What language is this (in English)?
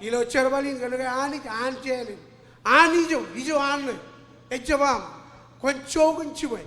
Marshallese